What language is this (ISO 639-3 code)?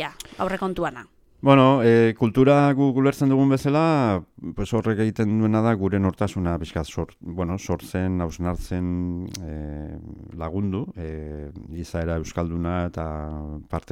eus